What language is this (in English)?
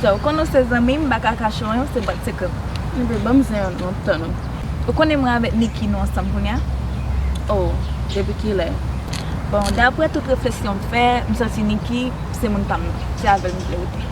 Haitian Creole